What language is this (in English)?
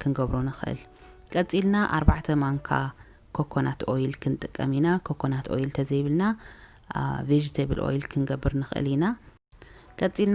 Tigrinya